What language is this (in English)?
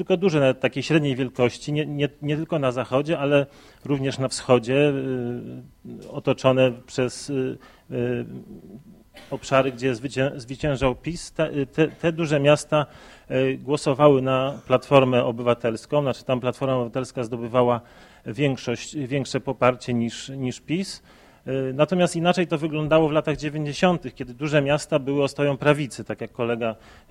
Polish